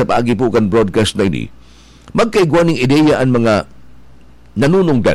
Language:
Bikol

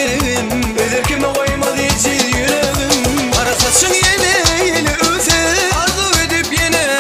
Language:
Turkmen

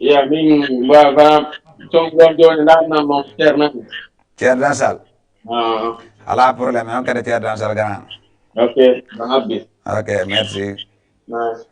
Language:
Fula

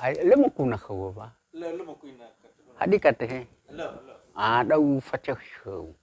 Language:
Nias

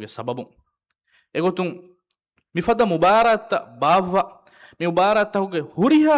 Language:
Divehi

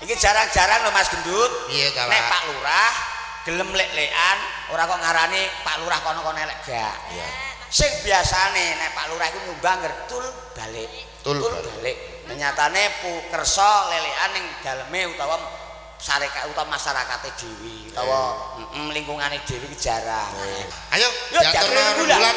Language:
Javanese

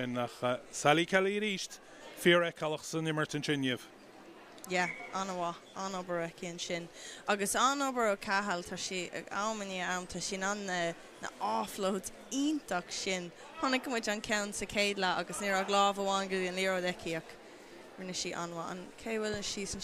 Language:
Irish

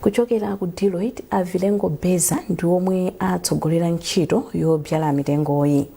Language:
Nyanja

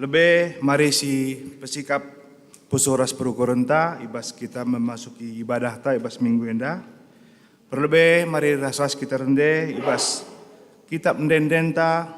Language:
Batak Karo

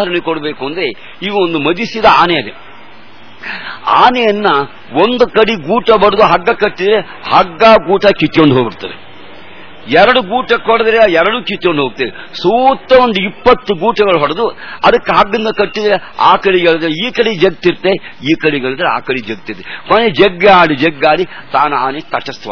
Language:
Kannada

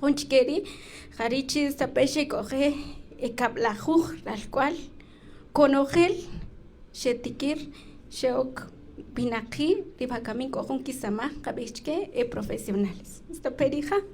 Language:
Kaqchikel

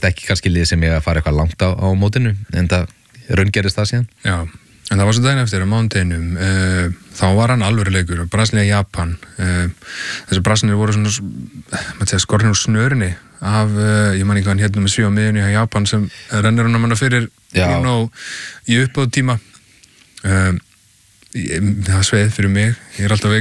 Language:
Icelandic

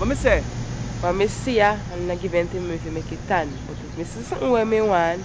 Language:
Jamaican Creole English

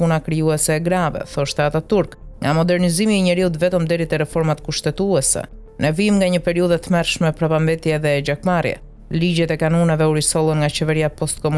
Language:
Albanian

